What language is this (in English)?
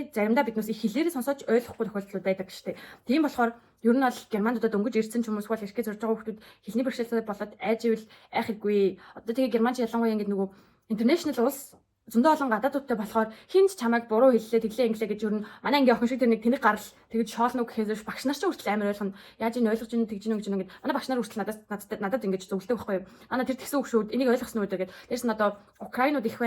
Mongolian